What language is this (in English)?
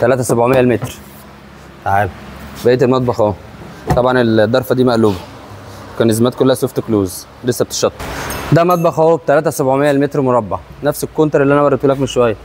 Egyptian Arabic